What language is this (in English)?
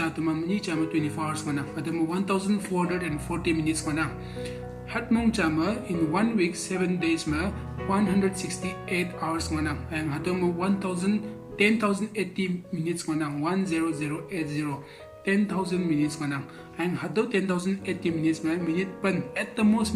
Konyak Naga